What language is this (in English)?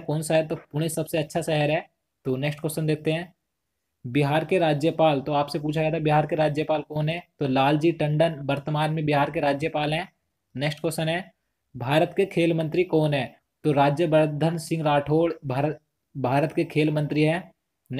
Hindi